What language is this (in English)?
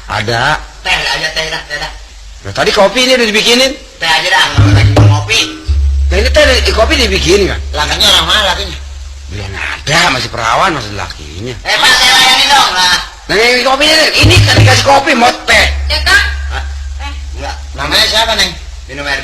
Betawi